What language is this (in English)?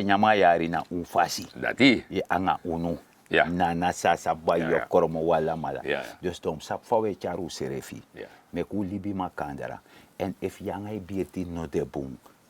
Sranan Tongo